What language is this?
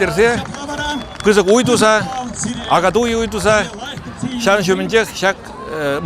Chuvash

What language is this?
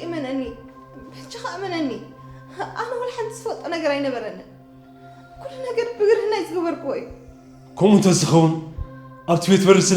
Tigrinya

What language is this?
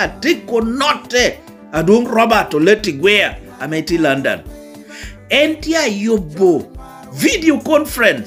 Lango (Uganda)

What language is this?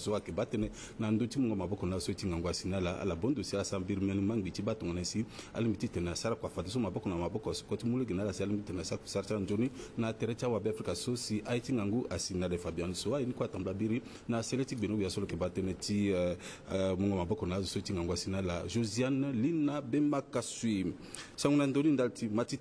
Sango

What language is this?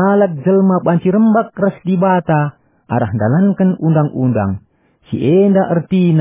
Batak Karo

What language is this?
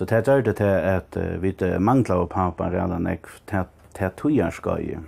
Faroese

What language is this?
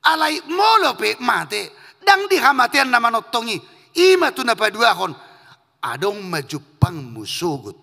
Batak Toba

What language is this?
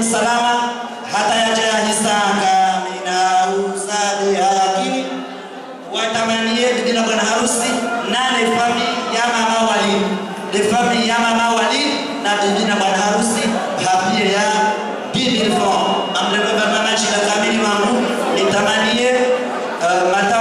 Swahili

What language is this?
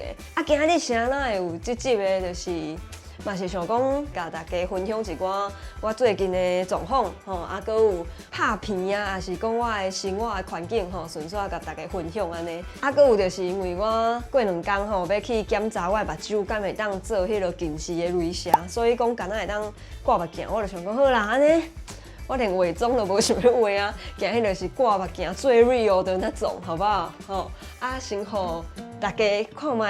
Min Nan Chinese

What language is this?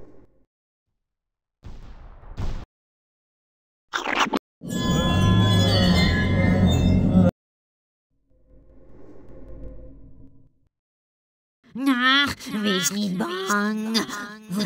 Dutch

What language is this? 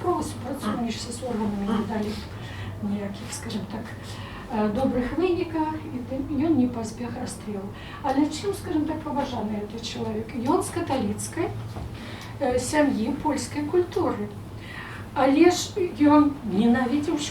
Belarusian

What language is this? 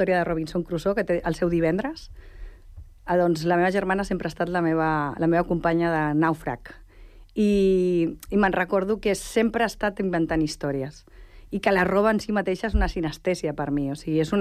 Catalan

